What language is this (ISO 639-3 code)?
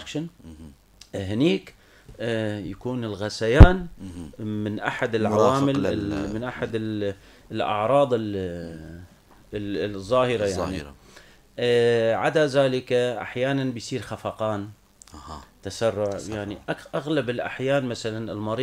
apc